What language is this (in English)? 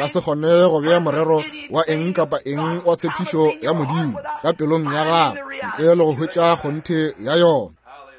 Northern Sotho